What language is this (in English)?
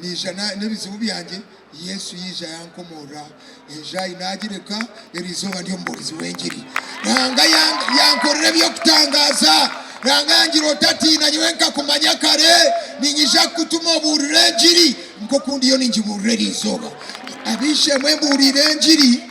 Nyankole